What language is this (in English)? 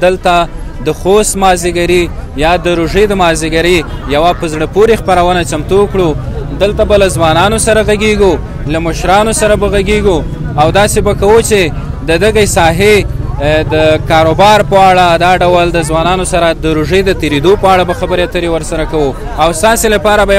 Pashto